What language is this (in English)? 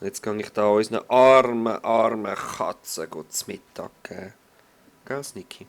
Swiss German